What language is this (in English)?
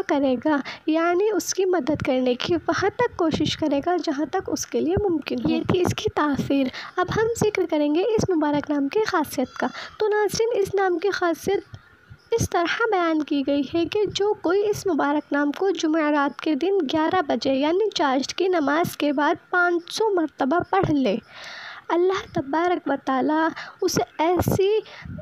Urdu